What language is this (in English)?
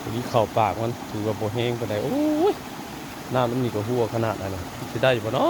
Northeastern Thai